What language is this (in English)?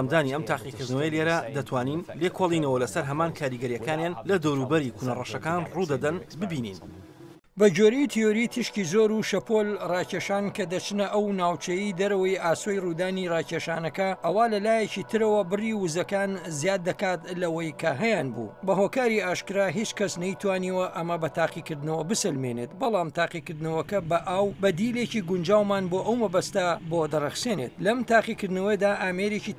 Central Kurdish